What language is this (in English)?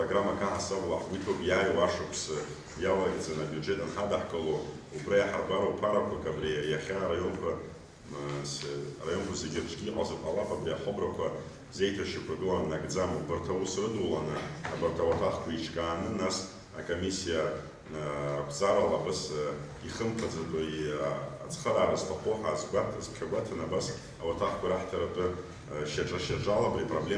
Abkhazian